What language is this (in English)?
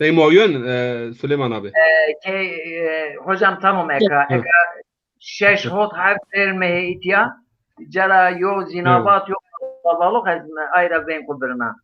Zaza